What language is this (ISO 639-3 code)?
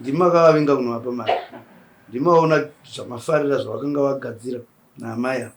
sna